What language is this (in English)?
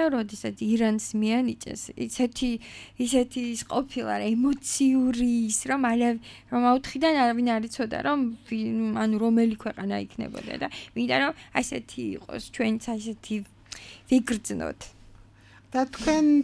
Georgian